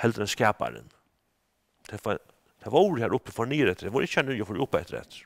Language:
Faroese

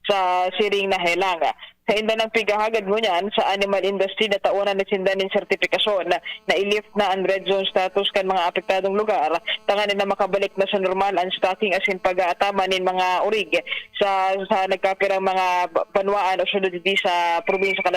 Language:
Bikol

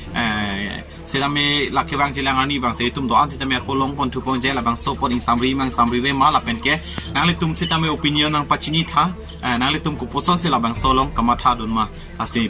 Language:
Karbi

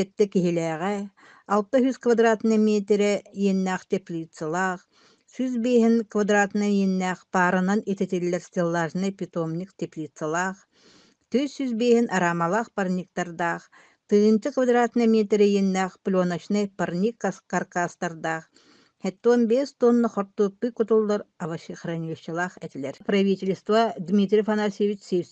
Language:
Yakut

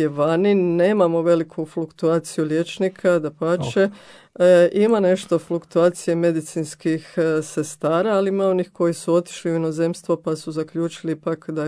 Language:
Croatian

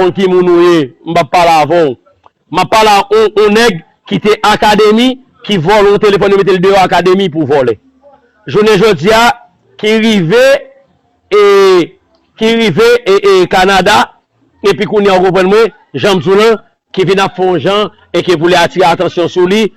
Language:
Haitian Creole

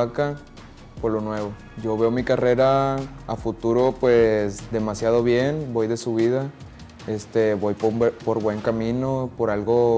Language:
Spanish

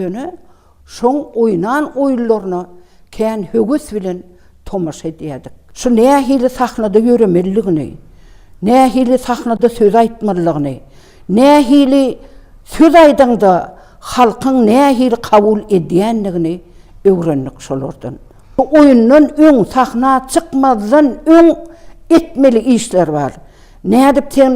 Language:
Turkmen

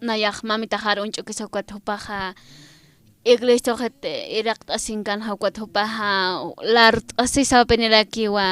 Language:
Aymara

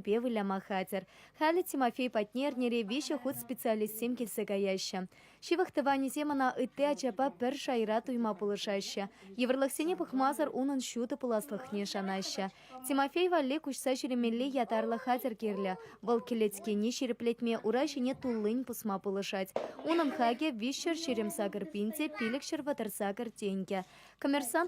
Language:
Chuvash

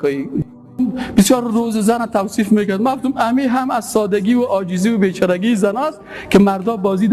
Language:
Persian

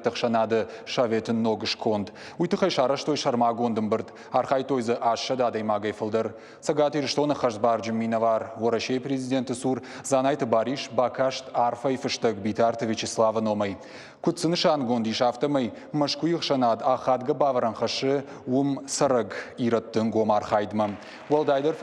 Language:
Ossetic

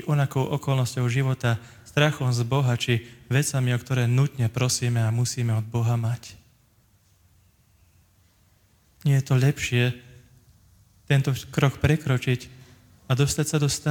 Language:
Slovak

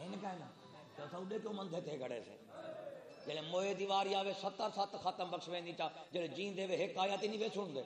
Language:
Saraiki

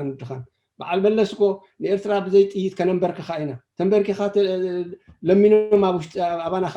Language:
Tigrinya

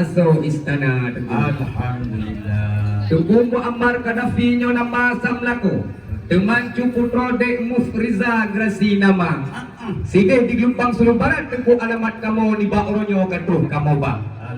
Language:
Achinese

